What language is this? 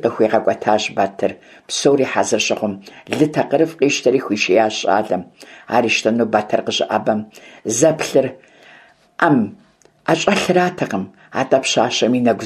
Kabardian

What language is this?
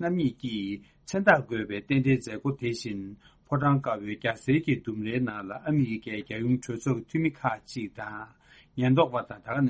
Tibetan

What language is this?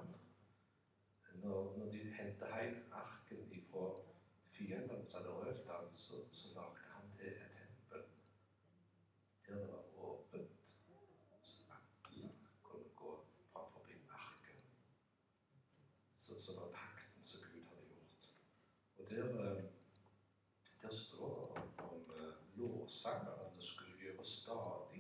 Norwegian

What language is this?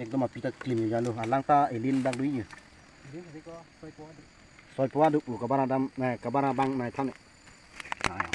Karbi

